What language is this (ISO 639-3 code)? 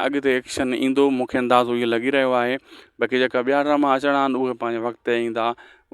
snd